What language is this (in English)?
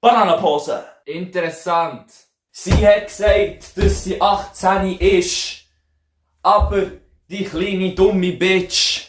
Swiss German